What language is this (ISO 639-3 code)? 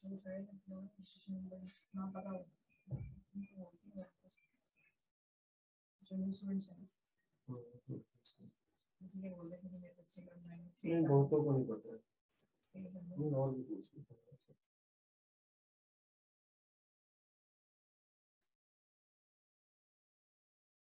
hin